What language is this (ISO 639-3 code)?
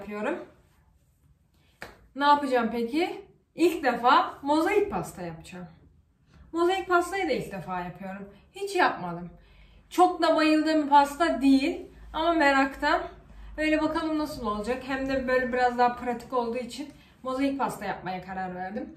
tur